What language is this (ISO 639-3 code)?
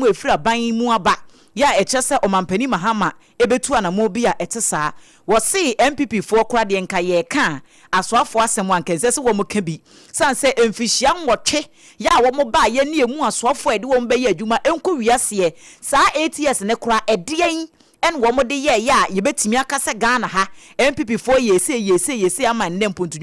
aka